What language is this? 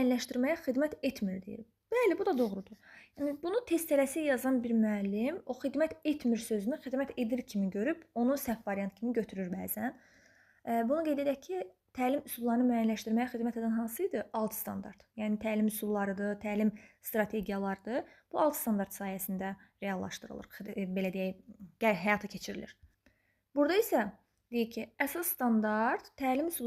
Azerbaijani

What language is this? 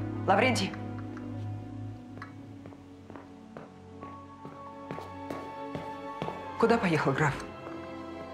Russian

